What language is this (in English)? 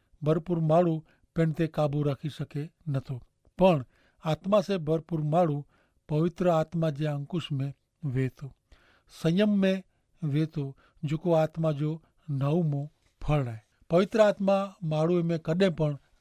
Kachhi